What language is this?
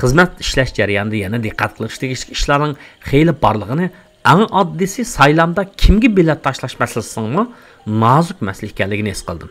Uyghur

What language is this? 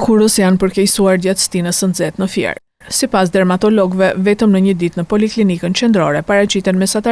Albanian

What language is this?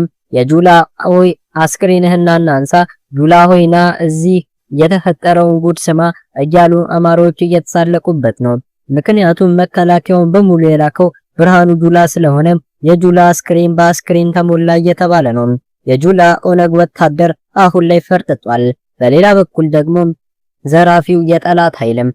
Amharic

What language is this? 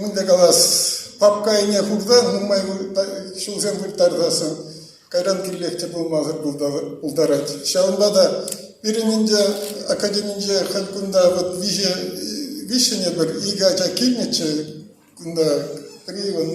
Chuvash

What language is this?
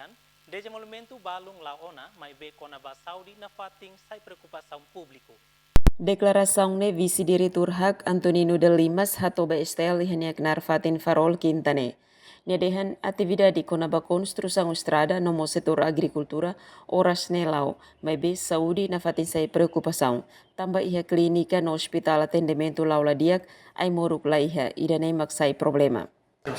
Tetum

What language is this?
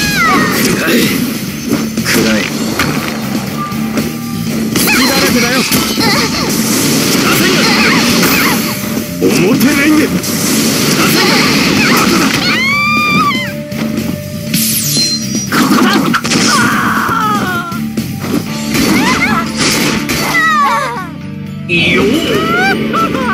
Japanese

